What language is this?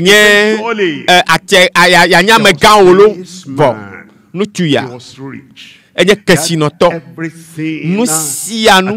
Ewe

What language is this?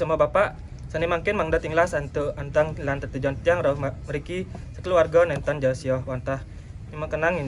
Balinese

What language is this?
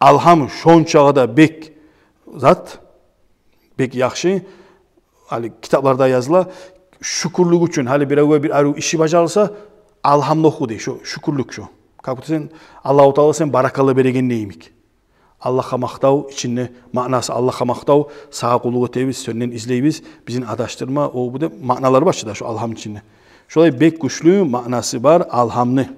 Kumyk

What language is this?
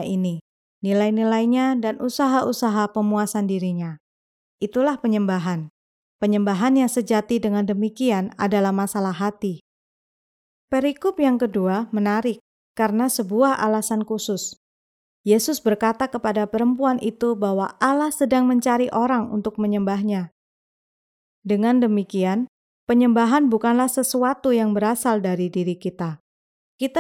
Indonesian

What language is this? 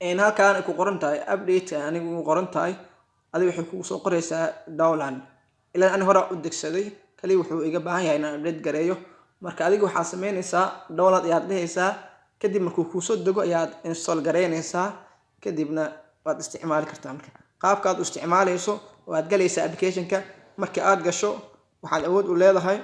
Somali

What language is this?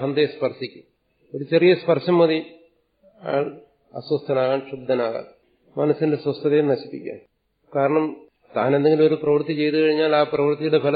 Malayalam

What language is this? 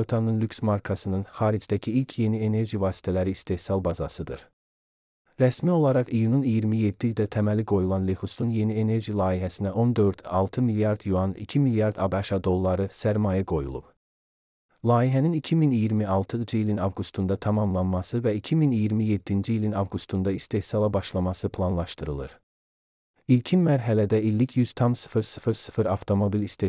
Azerbaijani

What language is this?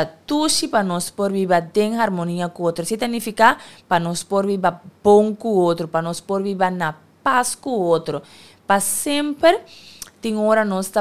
Papiamento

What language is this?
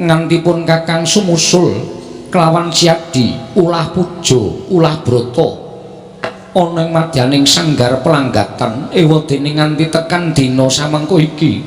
Javanese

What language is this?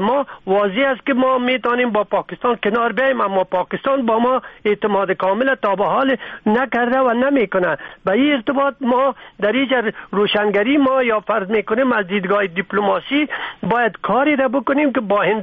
Persian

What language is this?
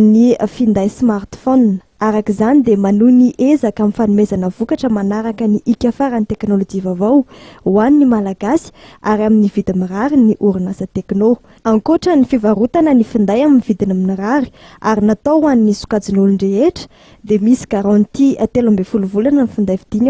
Malagasy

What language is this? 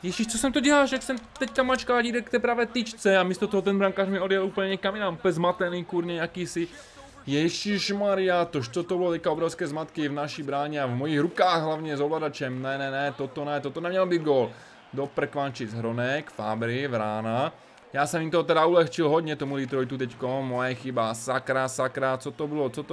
Czech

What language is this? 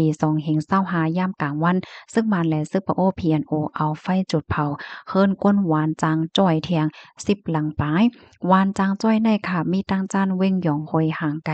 Shan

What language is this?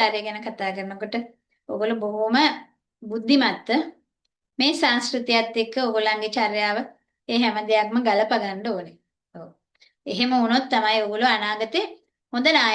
Sinhala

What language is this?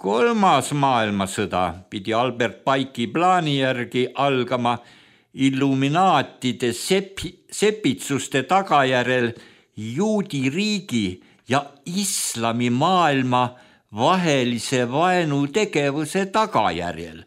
Estonian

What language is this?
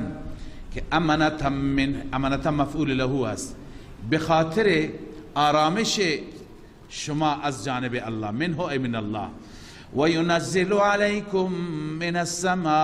Persian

